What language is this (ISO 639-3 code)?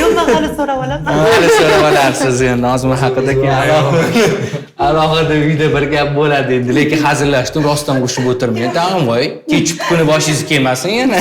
uzb